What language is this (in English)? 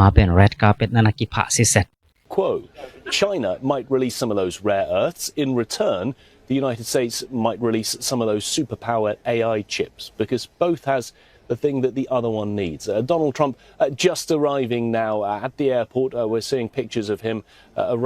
Tedim Chin